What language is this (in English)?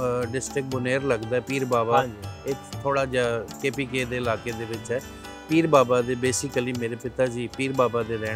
Punjabi